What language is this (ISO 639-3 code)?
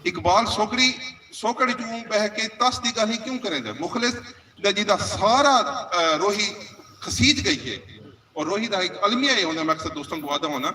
skr